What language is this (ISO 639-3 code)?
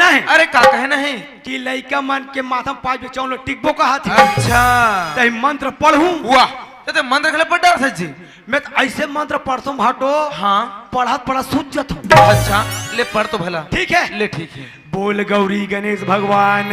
hne